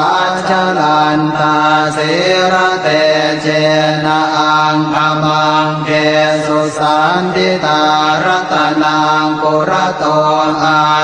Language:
Pali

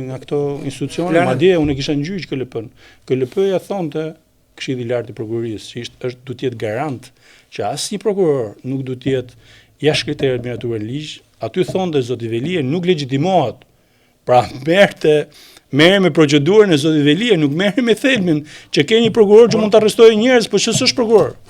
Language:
Albanian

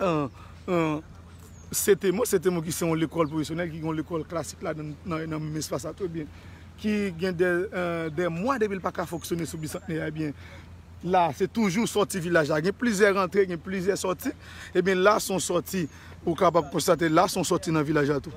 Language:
Haitian Creole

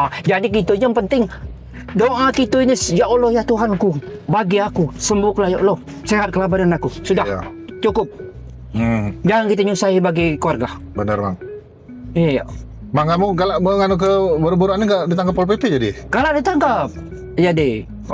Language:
Musi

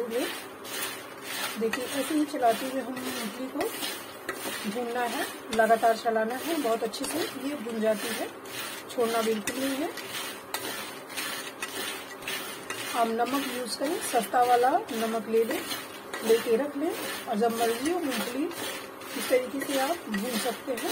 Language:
Hindi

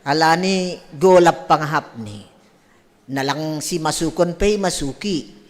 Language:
Batak Simalungun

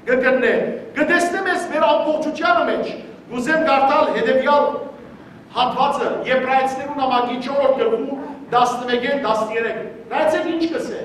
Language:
Western Armenian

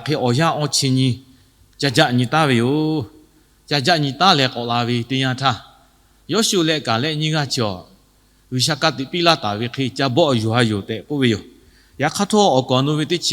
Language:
Lahu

